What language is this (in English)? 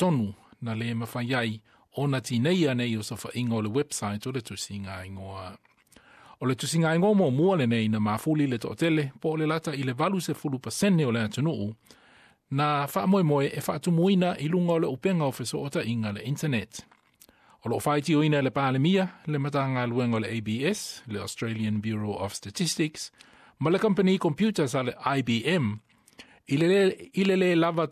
Samoan